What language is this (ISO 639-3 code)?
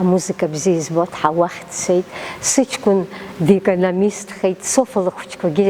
abk